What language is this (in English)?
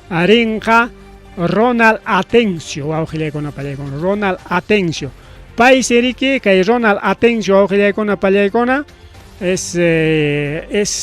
Ayacucho Quechua